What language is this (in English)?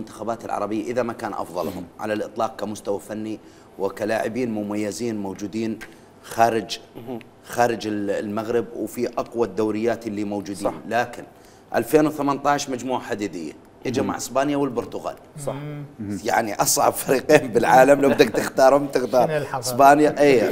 Mesopotamian Arabic